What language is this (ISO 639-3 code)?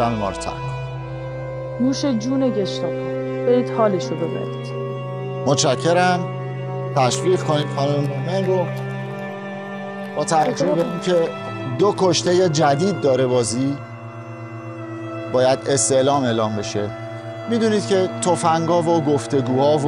fas